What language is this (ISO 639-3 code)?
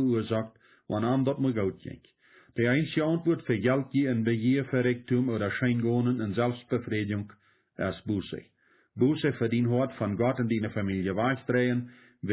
pdt